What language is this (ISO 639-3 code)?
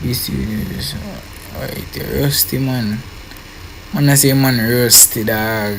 jam